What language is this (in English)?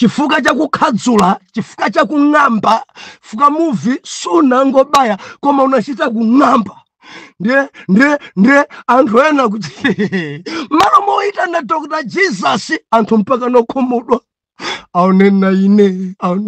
Nyanja